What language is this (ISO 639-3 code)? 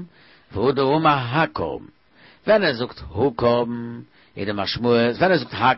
yid